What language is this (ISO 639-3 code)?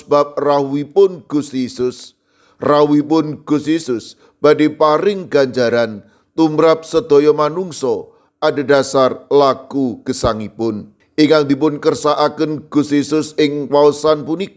jav